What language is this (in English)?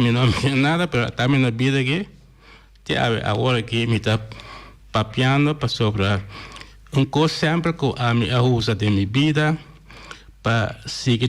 Papiamento